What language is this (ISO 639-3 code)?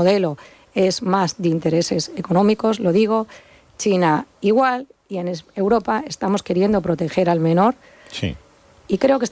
spa